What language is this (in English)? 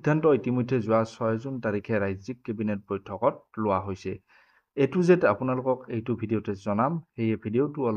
Assamese